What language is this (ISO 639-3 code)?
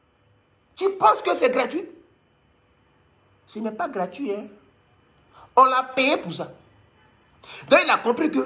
fra